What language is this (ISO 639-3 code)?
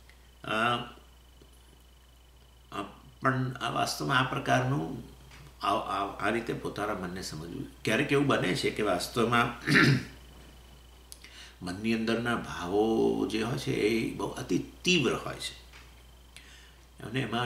guj